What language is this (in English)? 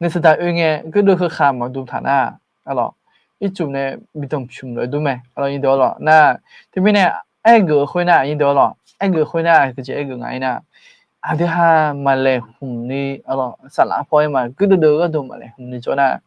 Akha